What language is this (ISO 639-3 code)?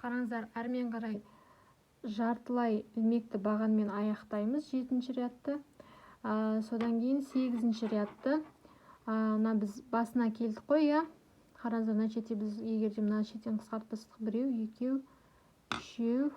kaz